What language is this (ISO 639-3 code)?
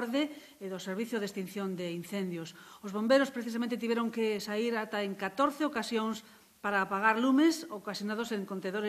glg